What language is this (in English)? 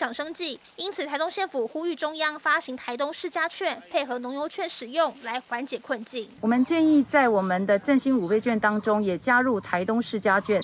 Chinese